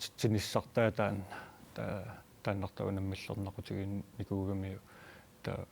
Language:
Kalaallisut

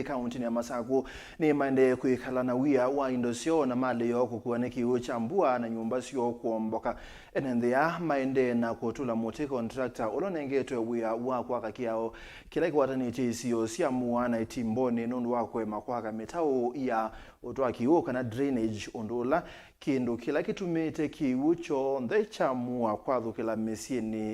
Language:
Kamba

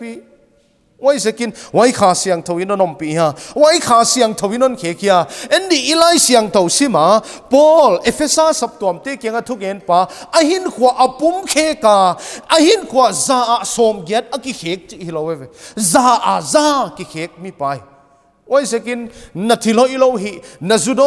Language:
Paite Chin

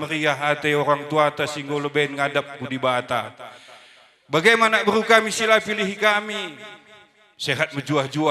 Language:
Batak Karo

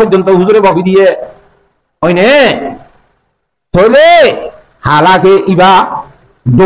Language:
Rohingya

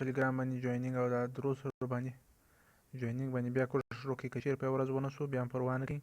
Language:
Pashto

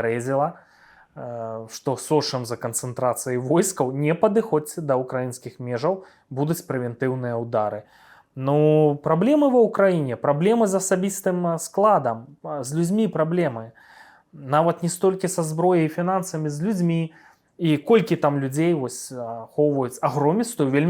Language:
Belarusian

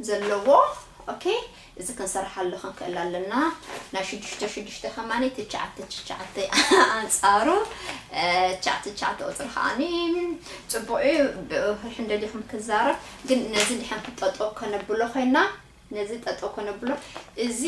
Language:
Tigrinya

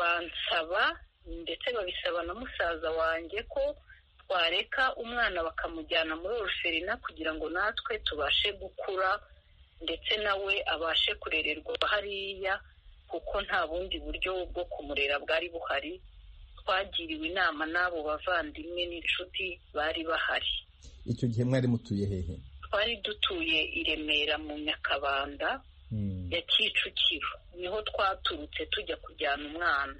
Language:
Kinyarwanda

